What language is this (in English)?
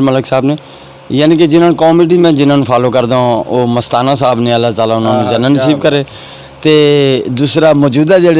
Saraiki